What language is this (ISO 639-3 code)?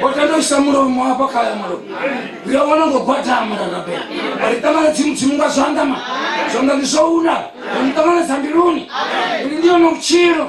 ven